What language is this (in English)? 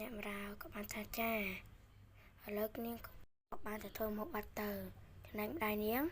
Khmer